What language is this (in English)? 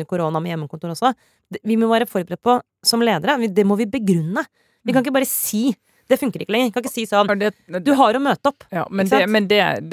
Norwegian